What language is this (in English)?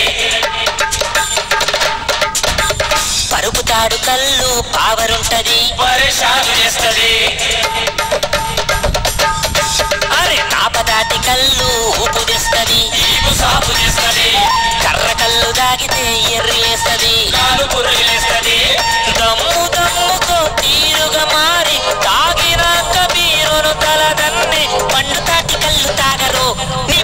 Telugu